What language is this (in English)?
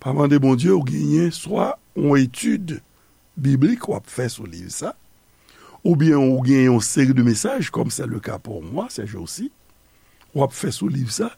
Haitian Creole